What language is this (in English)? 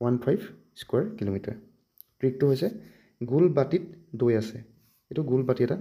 Assamese